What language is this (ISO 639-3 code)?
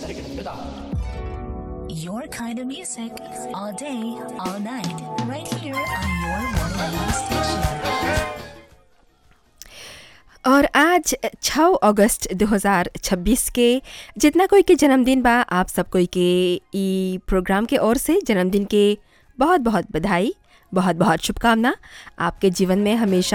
bho